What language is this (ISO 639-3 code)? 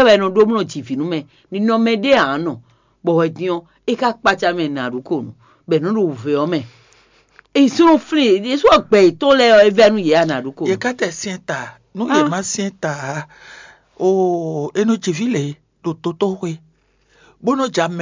fon